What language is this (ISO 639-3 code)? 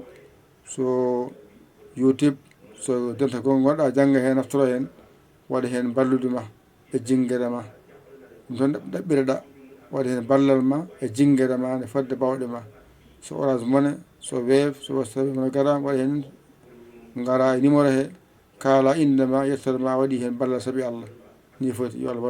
ful